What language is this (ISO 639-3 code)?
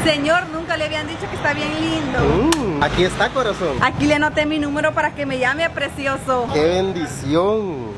spa